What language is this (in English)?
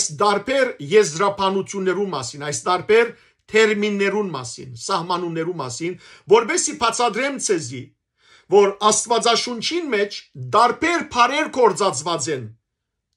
Western Armenian